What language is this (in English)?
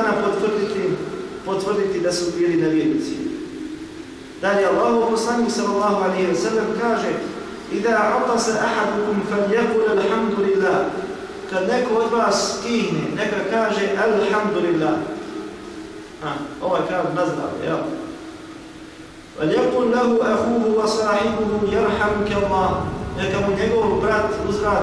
Bosnian